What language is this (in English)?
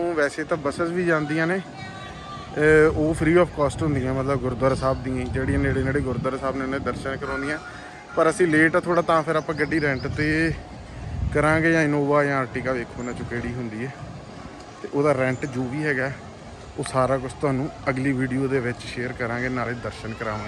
Punjabi